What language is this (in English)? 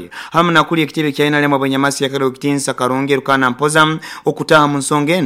Nyoro